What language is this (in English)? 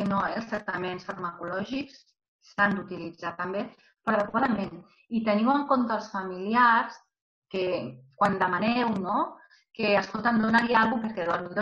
Catalan